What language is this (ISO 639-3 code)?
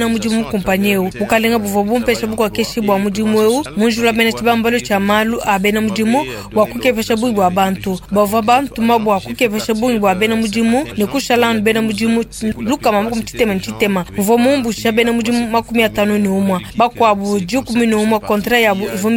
lua